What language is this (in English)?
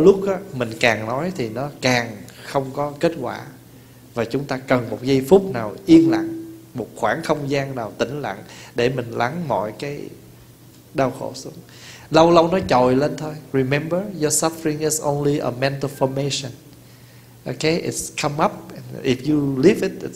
Vietnamese